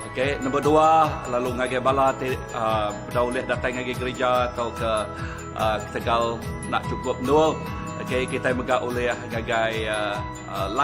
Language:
Iban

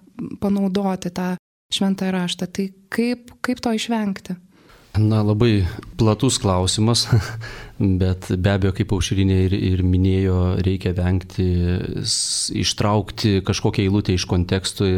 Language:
Lithuanian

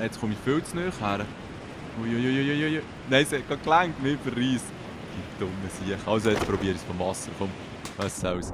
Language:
Swiss German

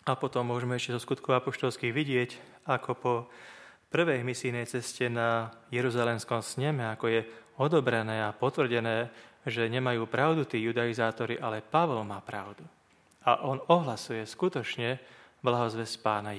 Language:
Slovak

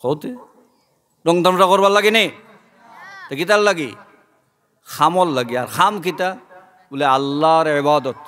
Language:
Sylheti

